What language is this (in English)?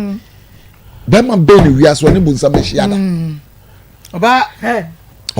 Akan